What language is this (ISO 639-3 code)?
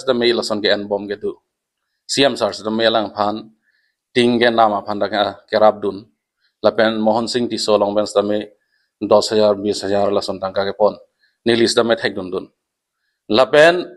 mjw